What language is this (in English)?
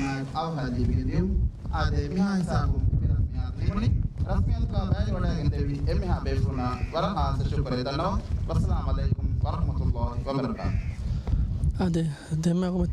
Divehi